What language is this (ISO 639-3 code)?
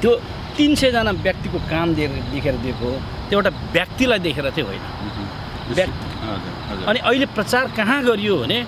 nep